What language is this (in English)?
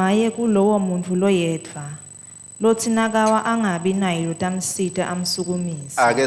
Swati